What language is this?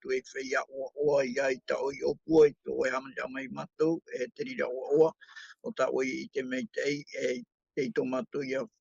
Tahitian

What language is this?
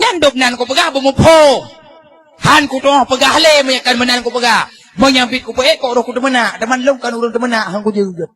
Achinese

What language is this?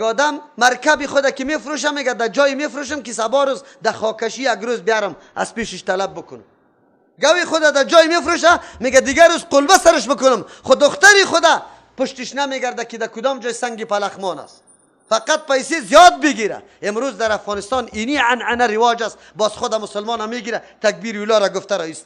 Persian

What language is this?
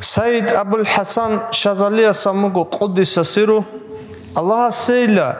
Avaric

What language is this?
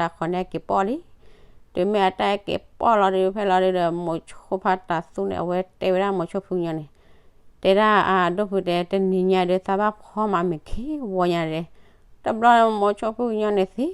S'gaw Karen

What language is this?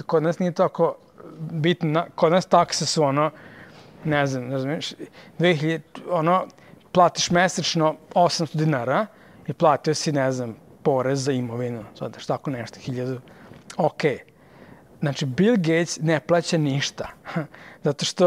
Serbian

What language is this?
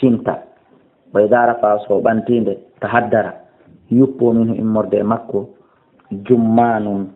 Fula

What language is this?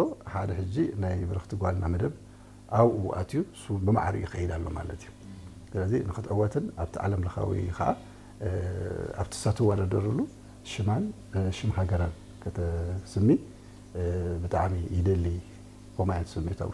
Tigrinya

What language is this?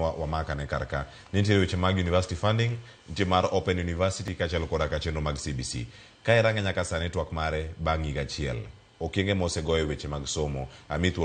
Luo (Kenya and Tanzania)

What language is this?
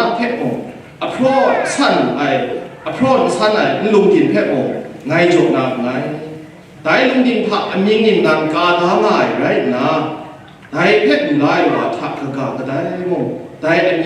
Kachin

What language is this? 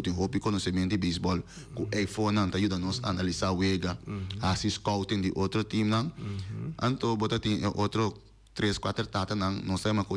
Papiamento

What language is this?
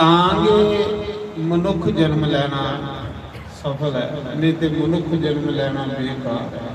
Dogri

